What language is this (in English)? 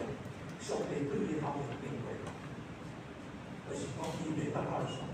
Min Nan Chinese